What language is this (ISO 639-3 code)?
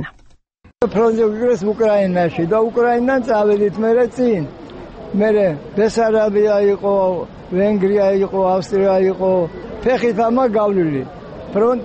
kat